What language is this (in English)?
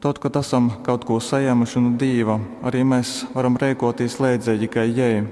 Latgalian